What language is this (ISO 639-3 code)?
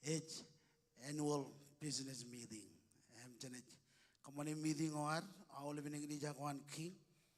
mah